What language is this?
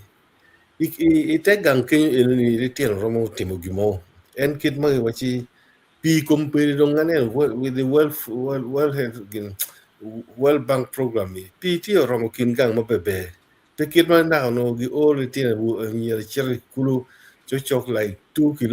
Acoli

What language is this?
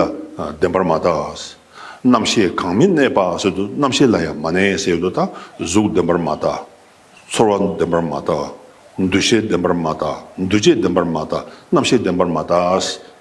Tibetan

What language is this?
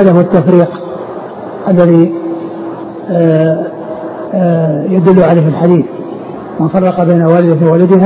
Arabic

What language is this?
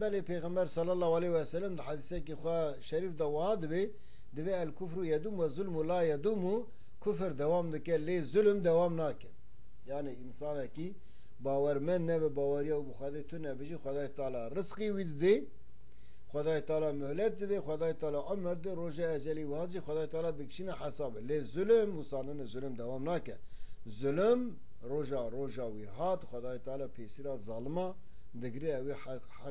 Kurdish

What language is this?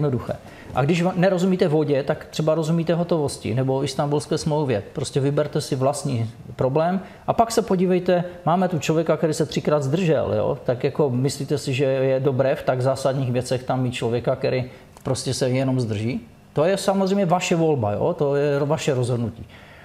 Czech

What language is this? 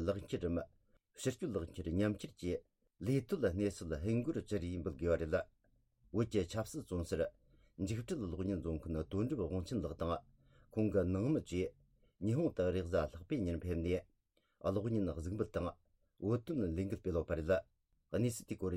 Tibetan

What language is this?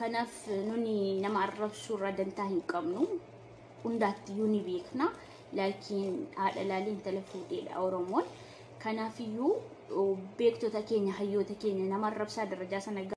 Oromo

